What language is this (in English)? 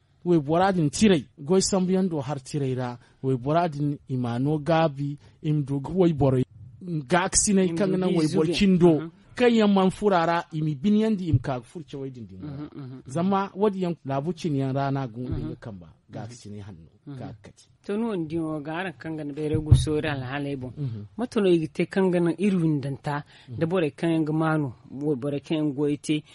Zarma